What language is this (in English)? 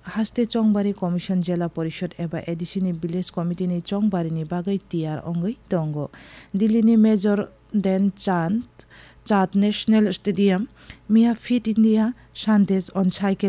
Kok Borok